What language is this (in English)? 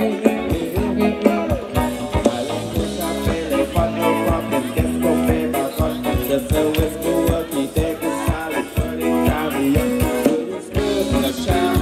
Thai